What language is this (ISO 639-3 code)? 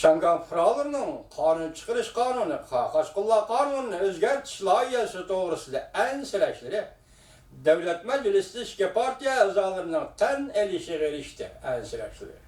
uig